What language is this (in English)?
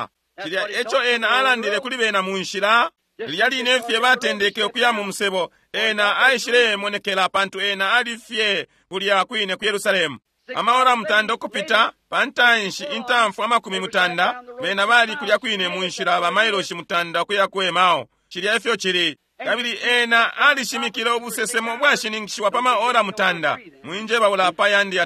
Bemba